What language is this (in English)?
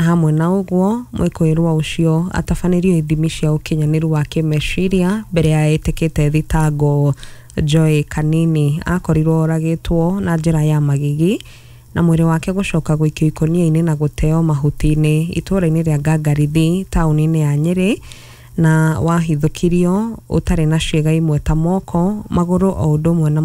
Kikuyu